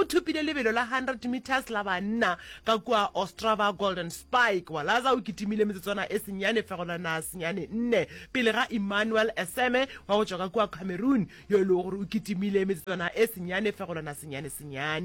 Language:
Northern Sotho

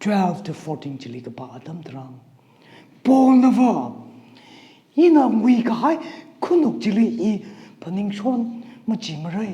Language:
Tangkhul Naga (India)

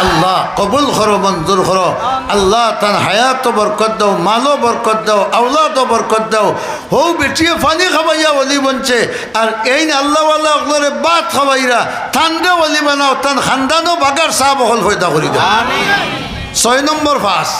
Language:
Sylheti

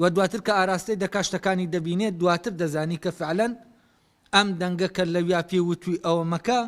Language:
Central Kurdish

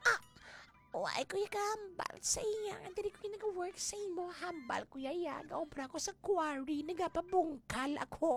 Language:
Hiligaynon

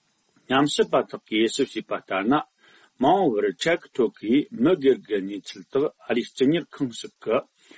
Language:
Tibetan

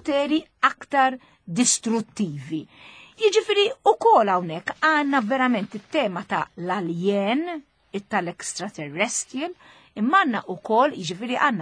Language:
Maltese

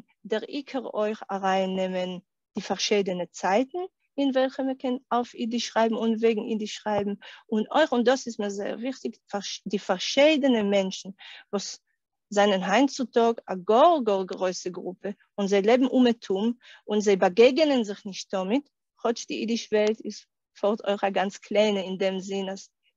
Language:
Yiddish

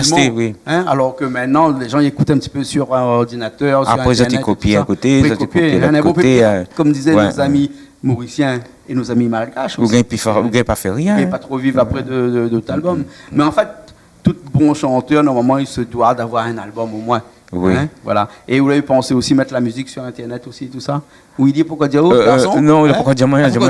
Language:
Réunion Creole French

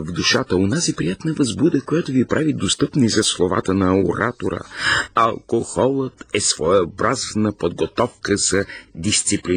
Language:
Bulgarian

